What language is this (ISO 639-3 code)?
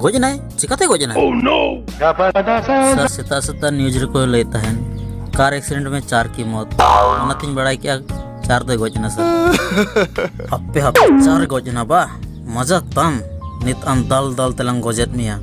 sat